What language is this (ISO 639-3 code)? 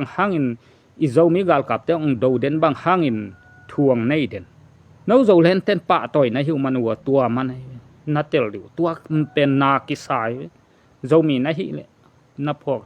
ctd